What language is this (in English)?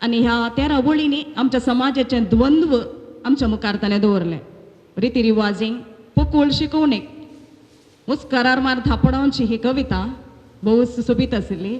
Konkani